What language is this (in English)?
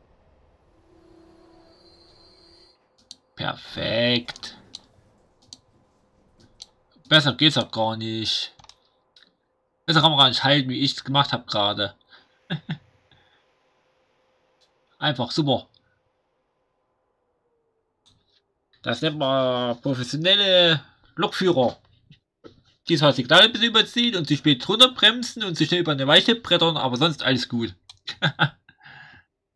German